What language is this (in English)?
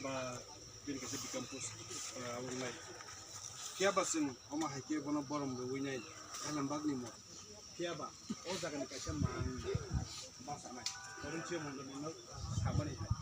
Kok Borok